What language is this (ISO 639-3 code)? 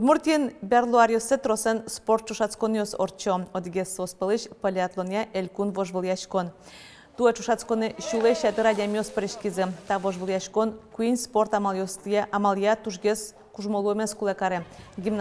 udm